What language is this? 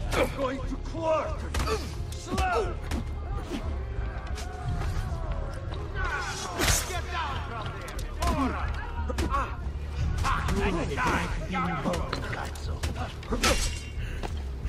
English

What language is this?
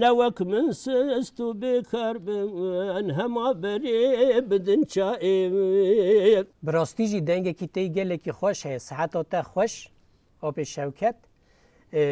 Kurdish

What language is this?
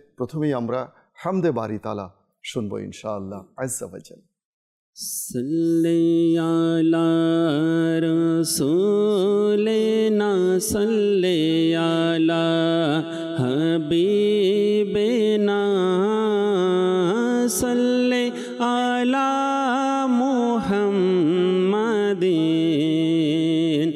Bangla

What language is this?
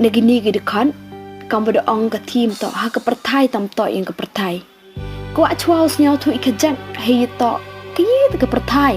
Pnar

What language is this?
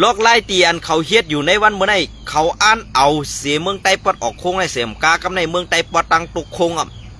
Shan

